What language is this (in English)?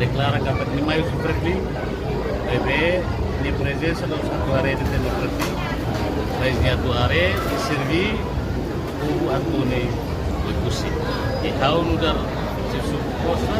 Tetum